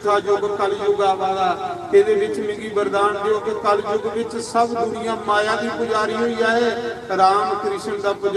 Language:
Dogri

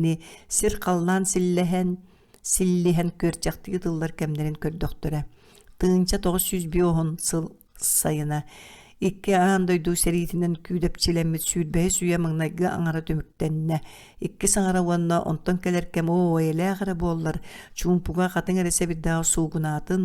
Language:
Yakut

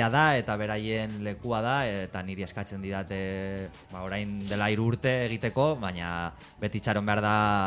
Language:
Basque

